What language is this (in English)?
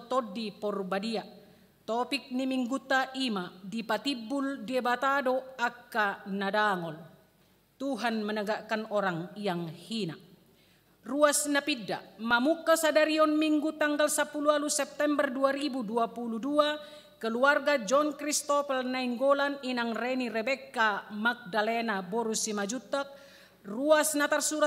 Batak Toba